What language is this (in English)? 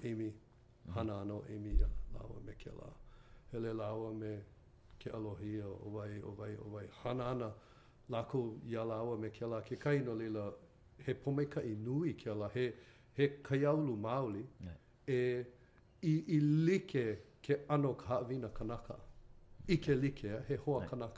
Hawaiian